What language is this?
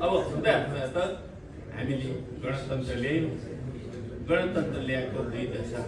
Nepali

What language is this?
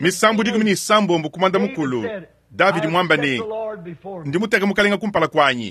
Luba-Lulua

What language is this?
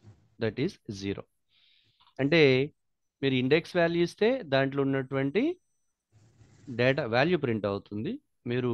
Telugu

